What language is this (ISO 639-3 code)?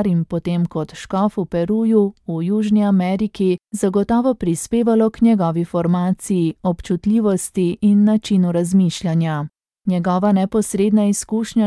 slv